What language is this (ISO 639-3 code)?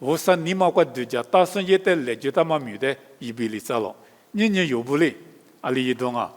lis